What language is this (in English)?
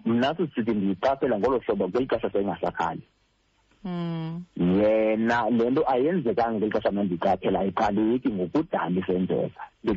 Xhosa